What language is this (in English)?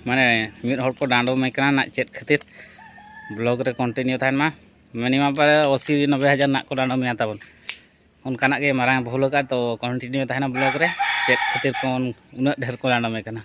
Santali